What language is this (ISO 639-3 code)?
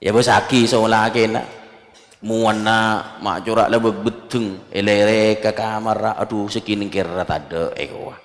mad